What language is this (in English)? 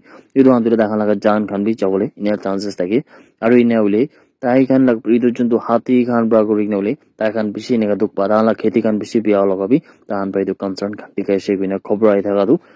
Naga Pidgin